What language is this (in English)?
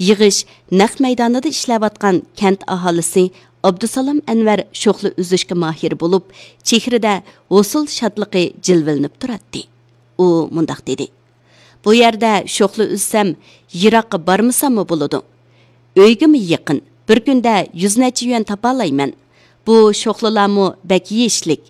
Uyghur